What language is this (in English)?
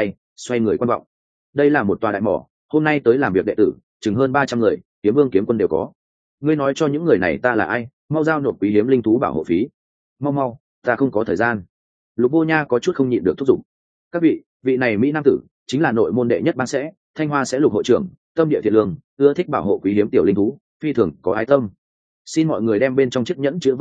Vietnamese